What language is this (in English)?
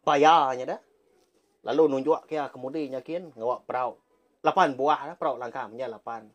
Iban